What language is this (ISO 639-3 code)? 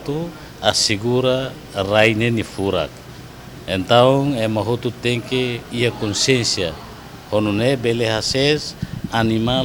tet